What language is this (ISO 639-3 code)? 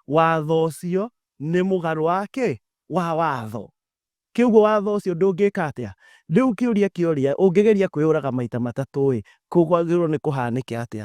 kik